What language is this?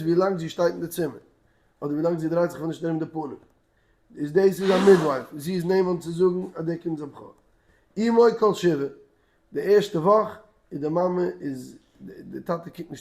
Yiddish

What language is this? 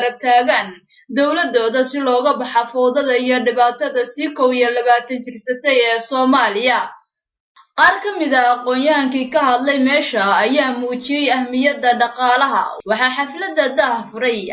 Somali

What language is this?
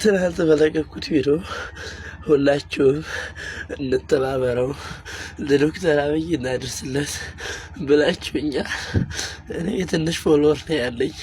Amharic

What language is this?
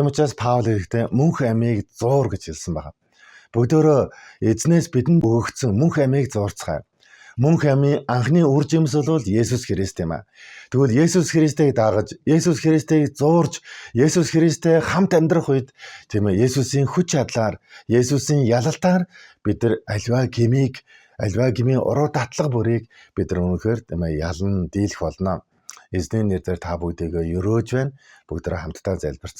Mongolian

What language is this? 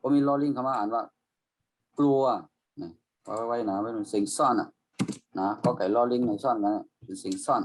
Shan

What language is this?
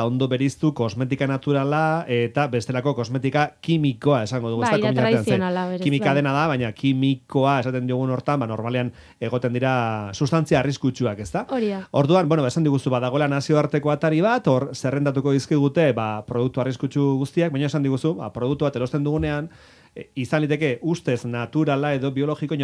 Basque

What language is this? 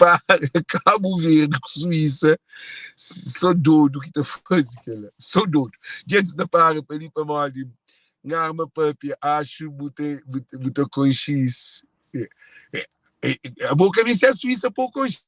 Kabuverdianu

